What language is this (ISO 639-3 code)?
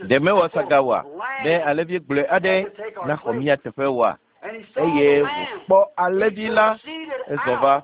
ewe